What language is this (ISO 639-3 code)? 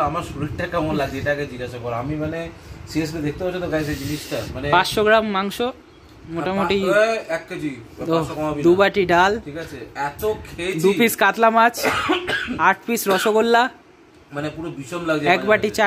ben